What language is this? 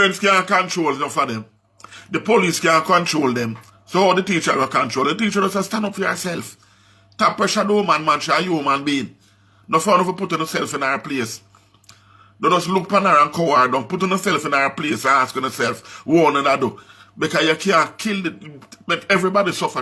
Jamaican Creole English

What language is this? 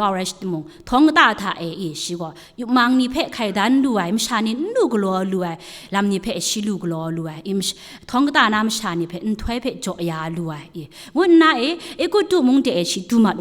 Kachin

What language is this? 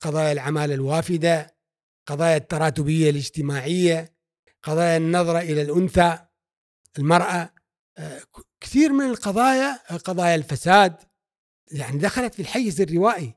Gulf Arabic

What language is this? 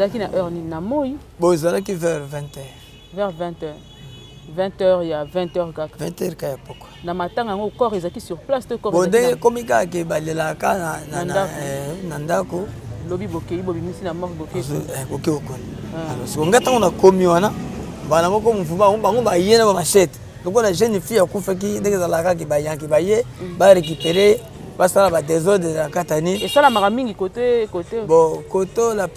Lingala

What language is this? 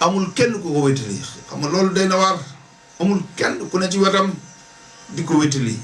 Wolof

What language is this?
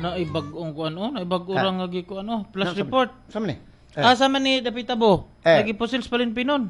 Cebuano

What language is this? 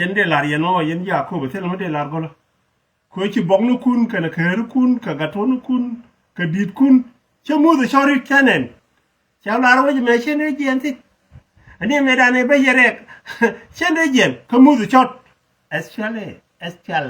Nuer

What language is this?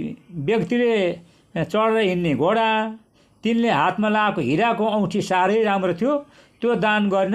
Nepali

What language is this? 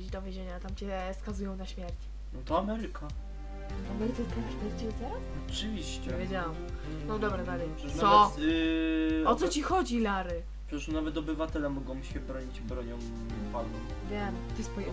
Polish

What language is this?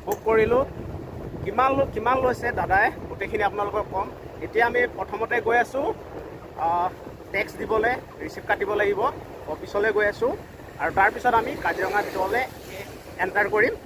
Assamese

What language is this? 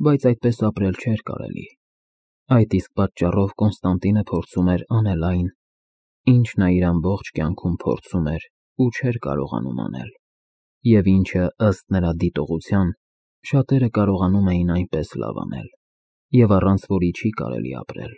Armenian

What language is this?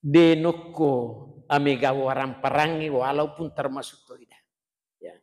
Buginese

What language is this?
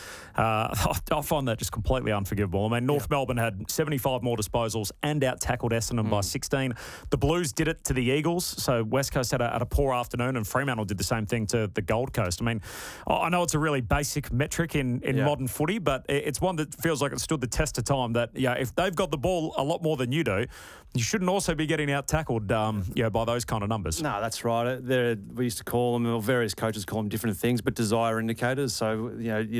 English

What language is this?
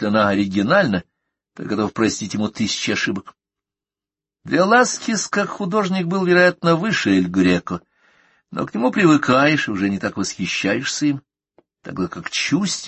Russian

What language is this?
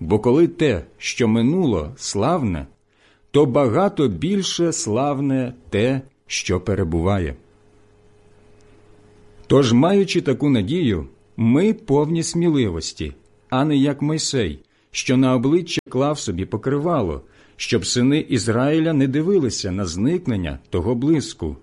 Ukrainian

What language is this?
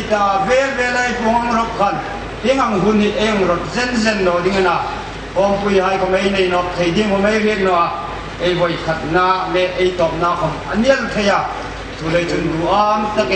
Hmar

